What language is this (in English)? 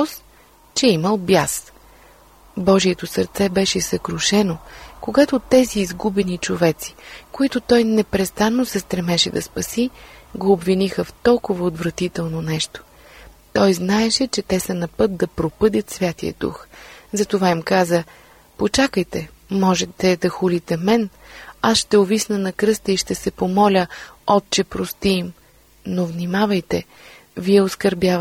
Bulgarian